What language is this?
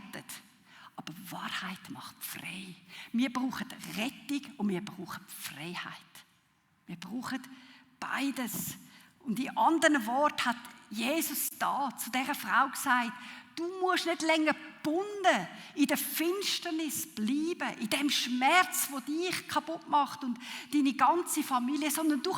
Swiss German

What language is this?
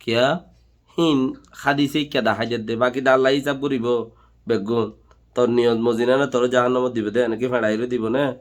Rohingya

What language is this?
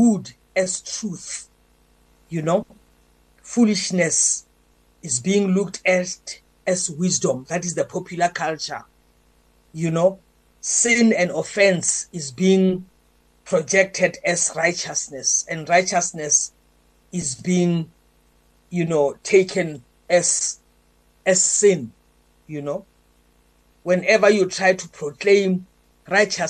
English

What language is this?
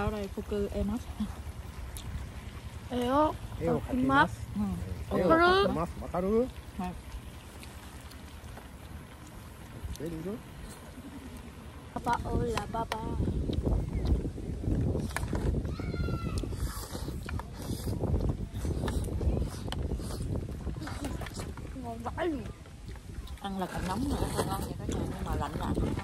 Vietnamese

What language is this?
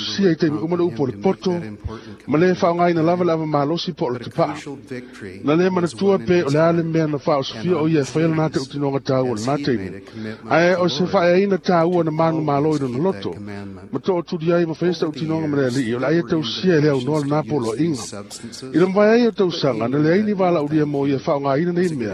Samoan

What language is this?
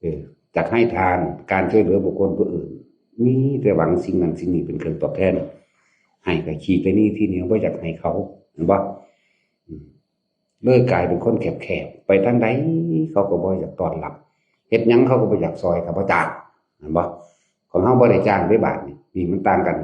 Northeastern Thai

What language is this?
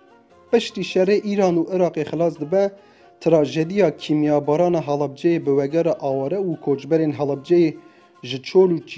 Kurdish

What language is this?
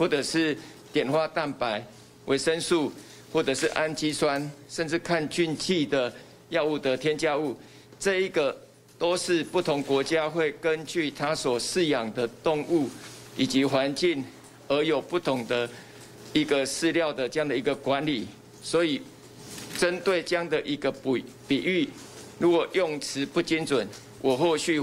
Chinese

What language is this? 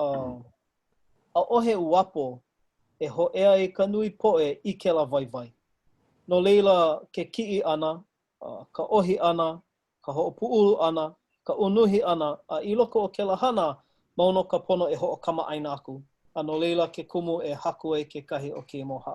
Hawaiian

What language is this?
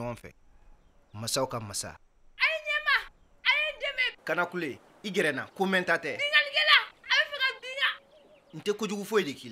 Bambara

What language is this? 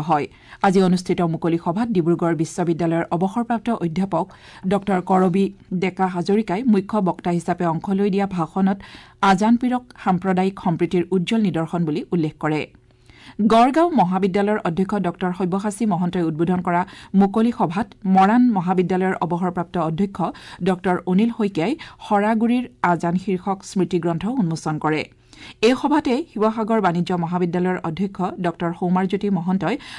Assamese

